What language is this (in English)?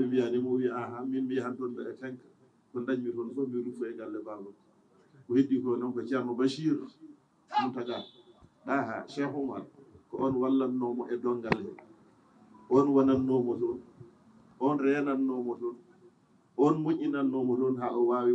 Fula